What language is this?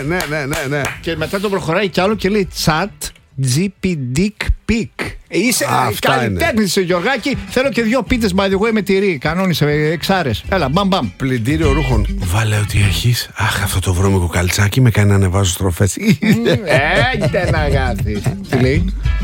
Greek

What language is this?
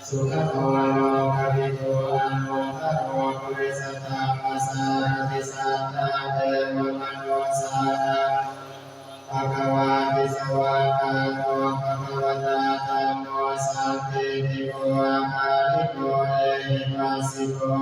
Pali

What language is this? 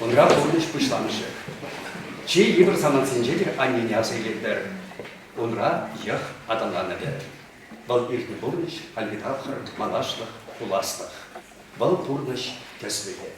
Chuvash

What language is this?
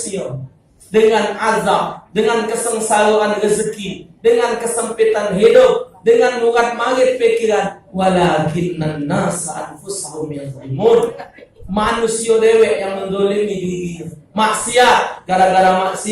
Musi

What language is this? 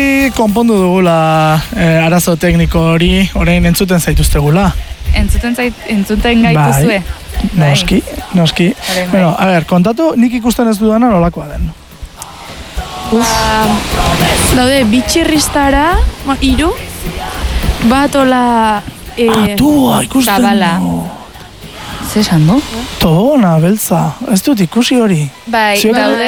Basque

